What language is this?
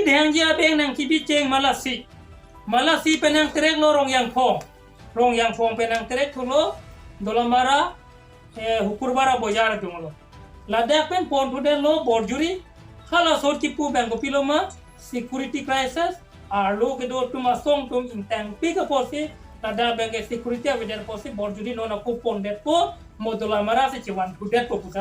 Karbi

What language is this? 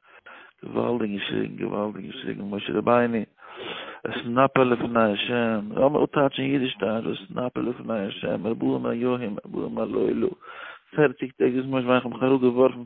Yiddish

